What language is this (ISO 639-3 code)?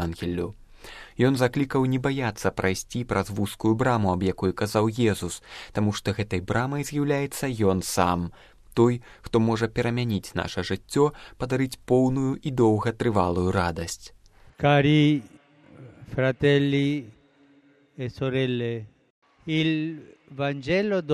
bel